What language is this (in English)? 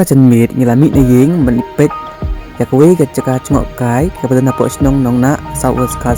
Khasi